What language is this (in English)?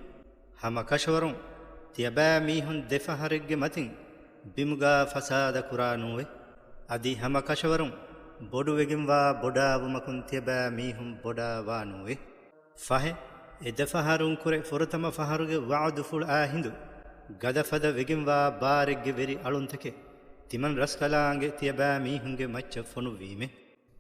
Divehi